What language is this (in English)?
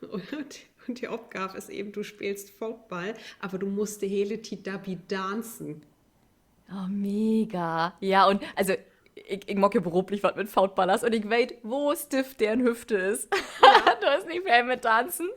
Low German